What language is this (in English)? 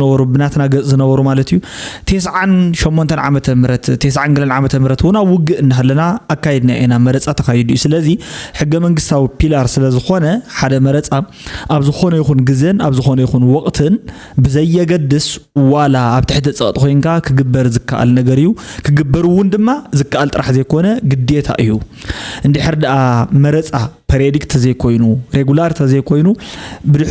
Tigrinya